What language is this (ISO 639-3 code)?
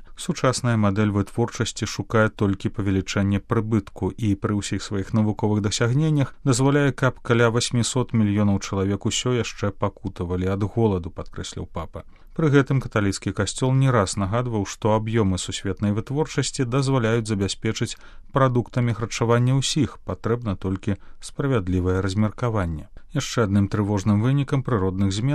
bel